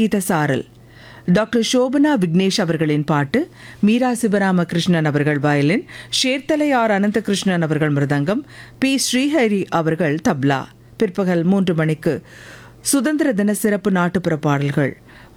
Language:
Tamil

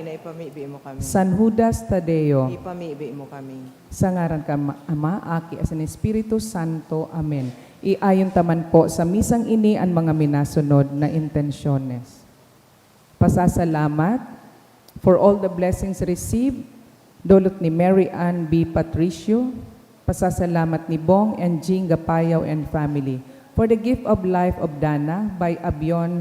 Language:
Bikol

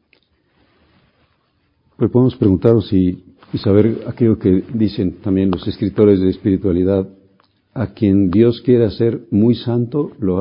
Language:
Spanish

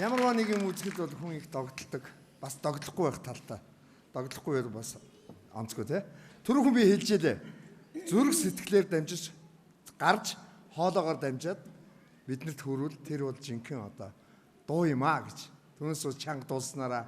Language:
Mongolian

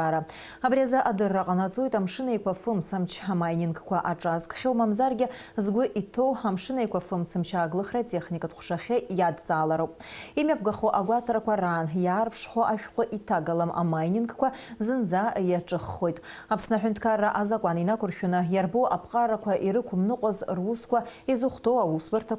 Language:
Abkhazian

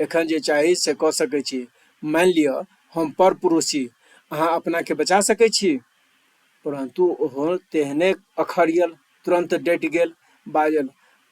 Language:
Maithili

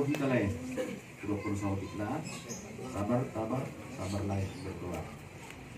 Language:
Batak Toba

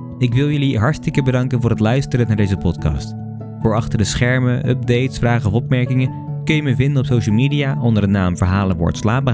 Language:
Dutch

